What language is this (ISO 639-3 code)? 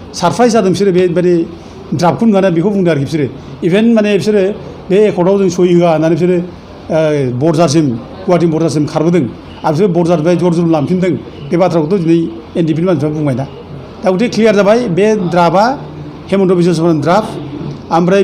brx